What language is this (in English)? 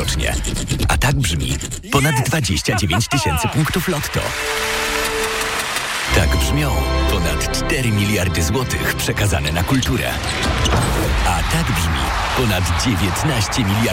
Polish